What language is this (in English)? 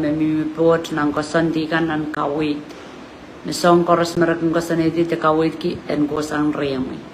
Pohnpeian